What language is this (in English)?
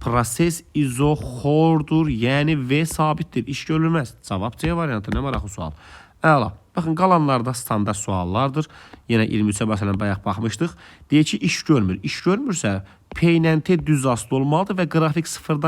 Azerbaijani